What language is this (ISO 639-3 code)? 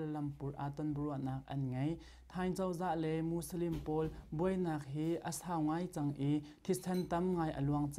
cnh